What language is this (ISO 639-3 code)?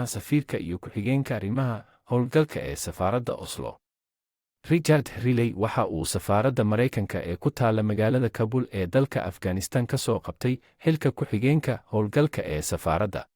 som